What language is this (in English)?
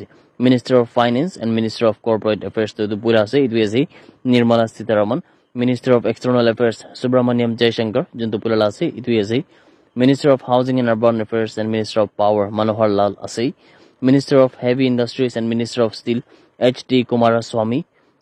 Naga Pidgin